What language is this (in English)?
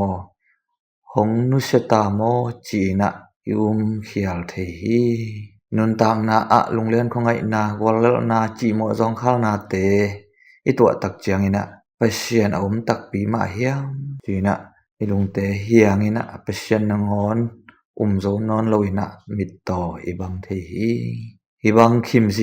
Tedim Chin